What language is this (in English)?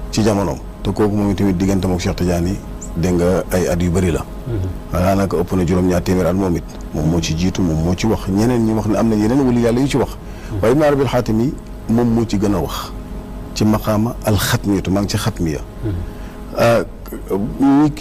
Wolof